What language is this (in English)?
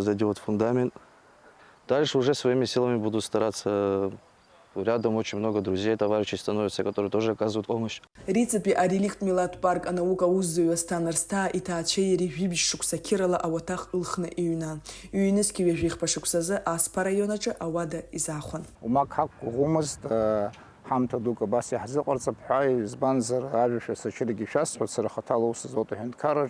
Abkhazian